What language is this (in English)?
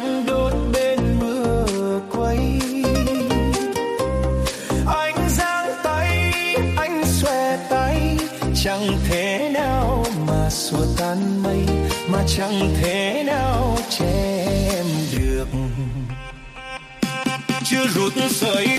Vietnamese